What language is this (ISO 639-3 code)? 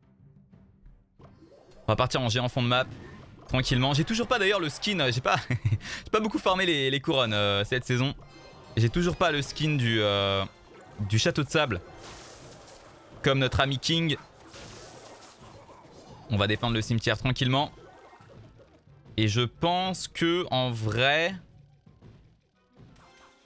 fra